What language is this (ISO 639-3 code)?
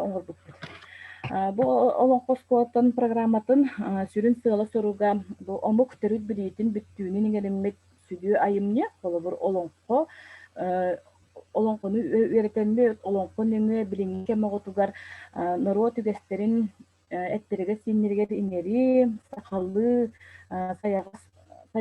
sah